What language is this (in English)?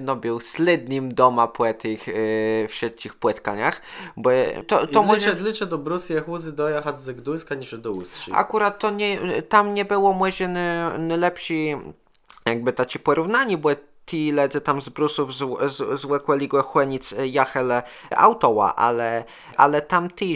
Kashubian